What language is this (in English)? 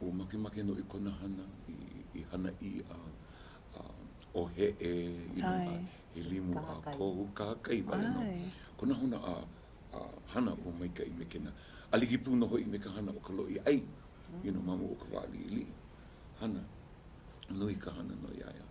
Hawaiian